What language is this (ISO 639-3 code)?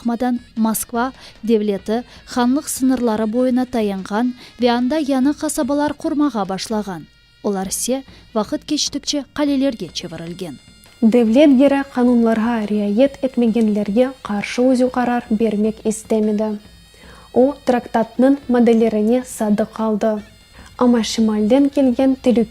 crh